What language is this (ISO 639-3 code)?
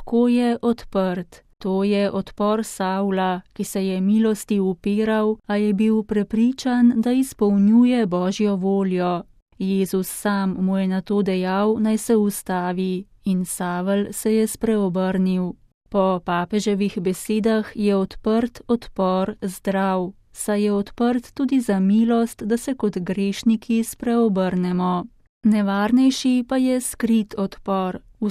slv